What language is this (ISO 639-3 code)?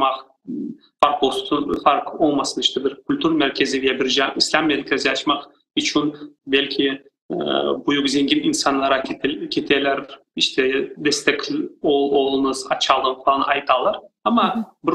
crh